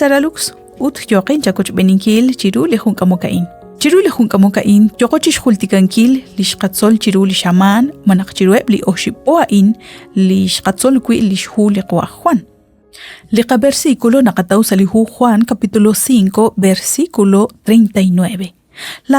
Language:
Kekchí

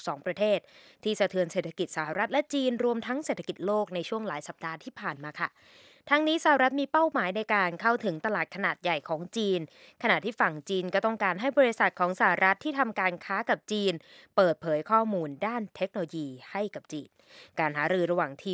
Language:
Thai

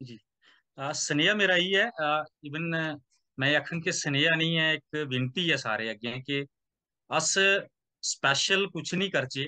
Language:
Dogri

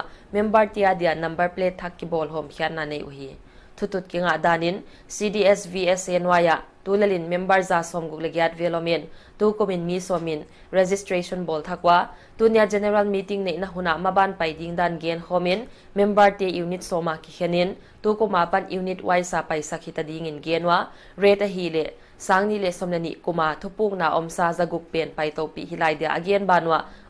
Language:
Paite Chin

